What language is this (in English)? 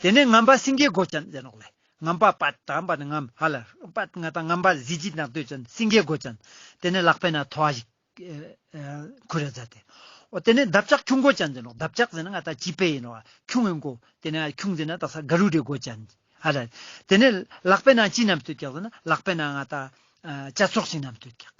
Ladakhi